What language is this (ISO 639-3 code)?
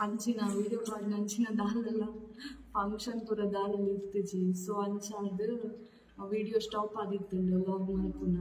tcy